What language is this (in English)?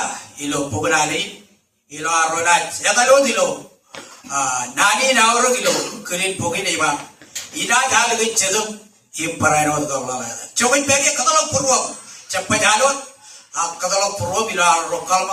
Marshallese